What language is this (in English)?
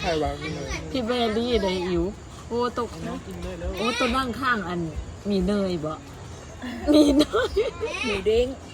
Lao